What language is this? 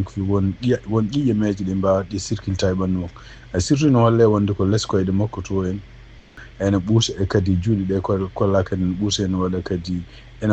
Fula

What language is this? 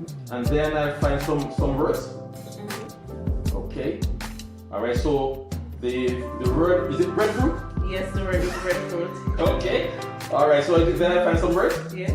Jamaican Creole English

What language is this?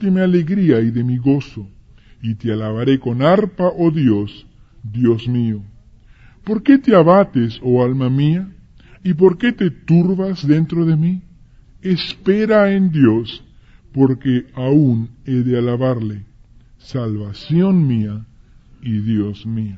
Spanish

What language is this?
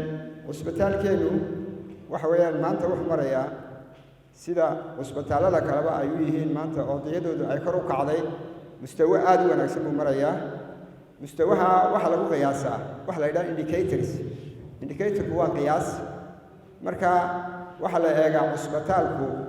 Somali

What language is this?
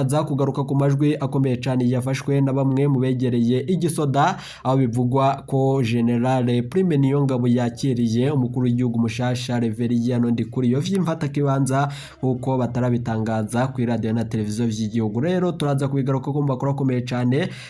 Rundi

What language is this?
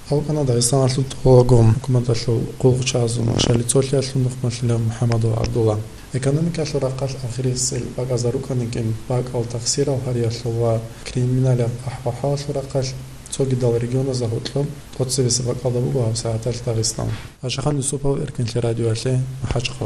Avaric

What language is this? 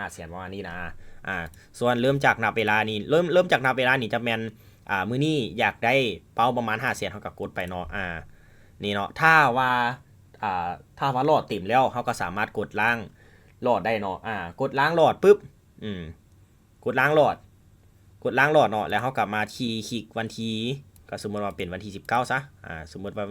Lao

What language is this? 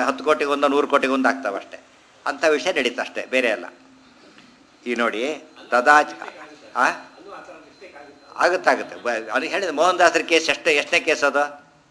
Kannada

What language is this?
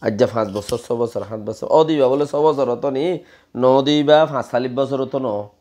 Rohingya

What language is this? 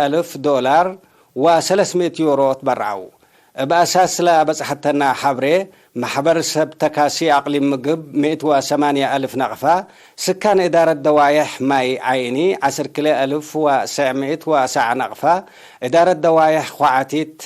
Tigre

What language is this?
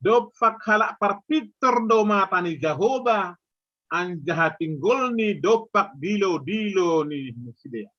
Batak Simalungun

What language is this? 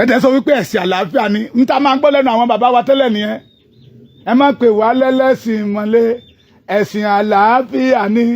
Yoruba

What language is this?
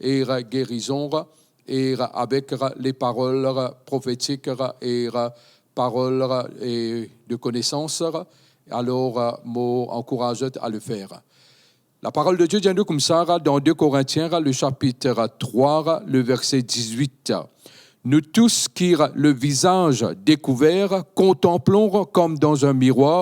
Morisyen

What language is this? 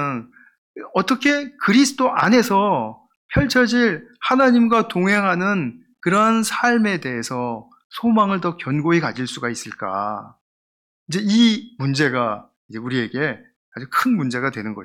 Korean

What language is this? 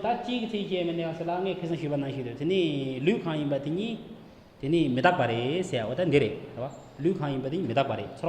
Tibetan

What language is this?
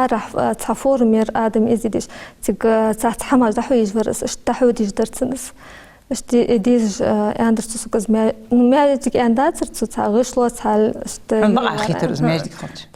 Ingush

